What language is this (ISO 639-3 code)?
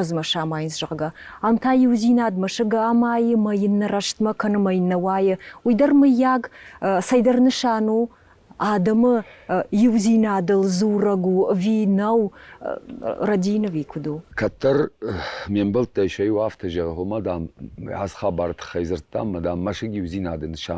oss